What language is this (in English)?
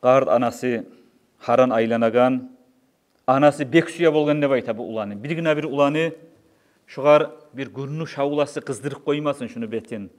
Kumyk